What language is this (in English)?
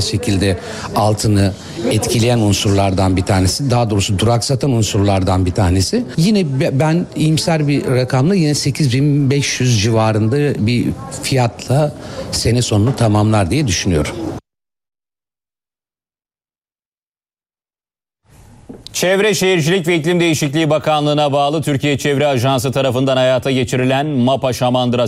Turkish